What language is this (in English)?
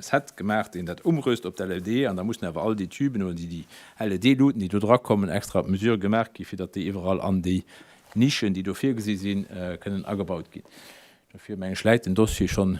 Luxembourgish